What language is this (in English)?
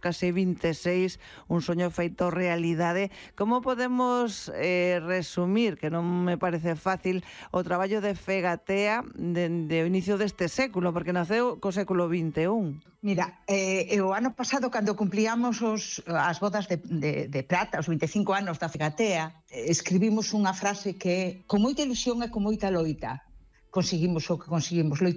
Galician